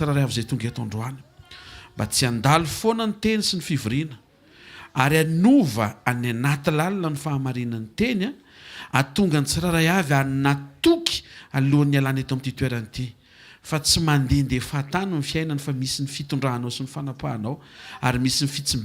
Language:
Malagasy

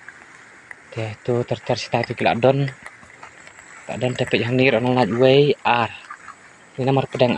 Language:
Khasi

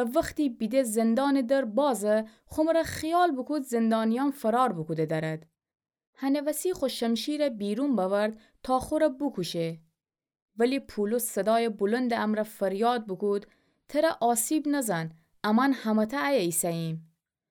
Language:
Gilaki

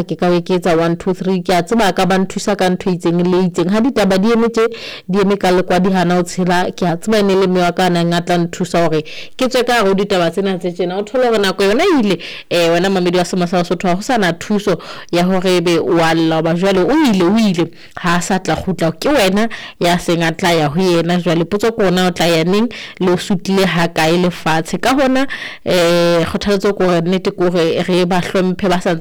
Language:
Southern Sotho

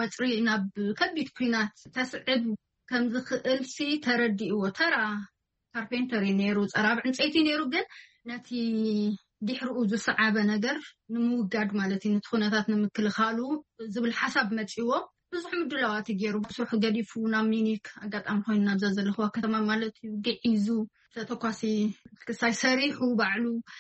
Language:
Tigrinya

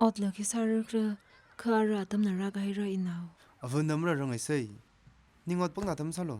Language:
Tangkhul Naga (India)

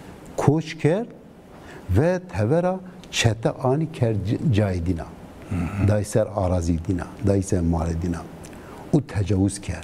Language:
Zaza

